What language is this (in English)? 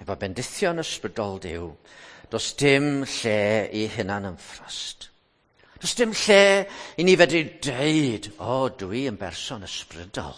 Welsh